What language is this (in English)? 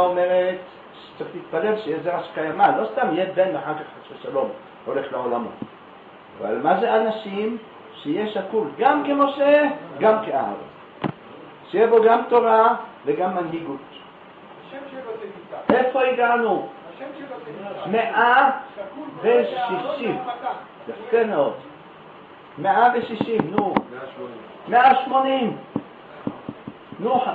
Hebrew